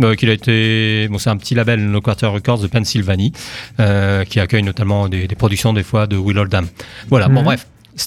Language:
French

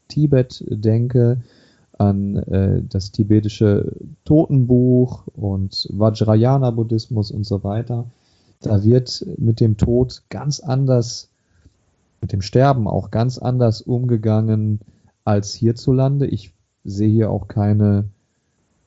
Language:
German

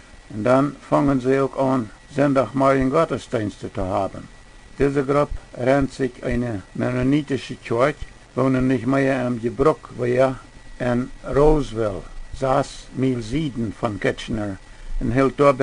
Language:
Plautdietsch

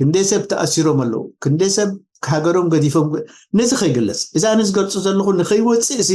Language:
Tigrinya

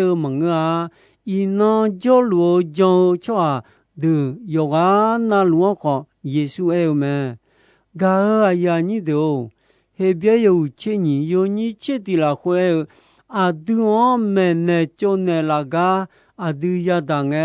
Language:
Akha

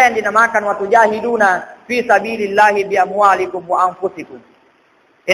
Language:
Buginese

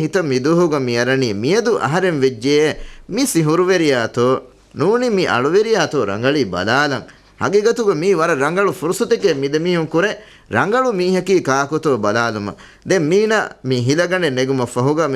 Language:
Divehi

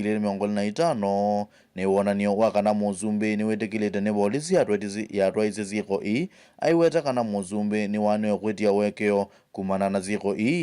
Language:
Kamba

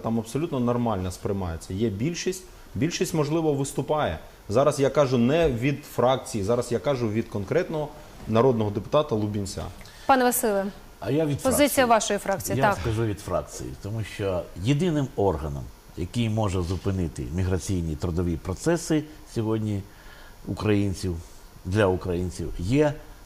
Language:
Ukrainian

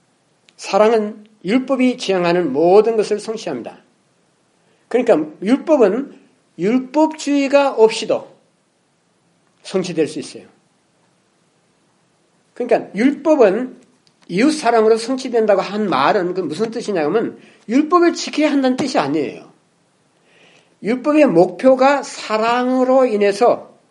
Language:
Korean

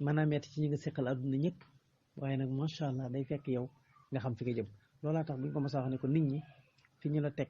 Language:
Wolof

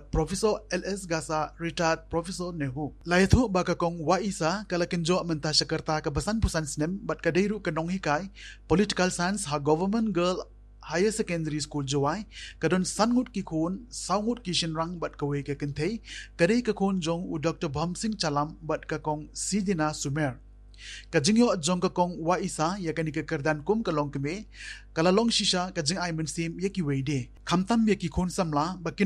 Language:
Khasi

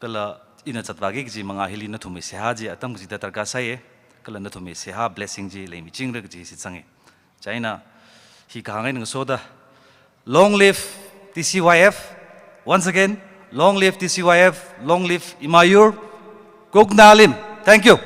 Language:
Tangkhul Naga (India)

